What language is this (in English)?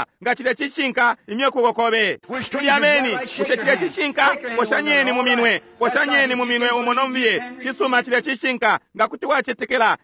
Bemba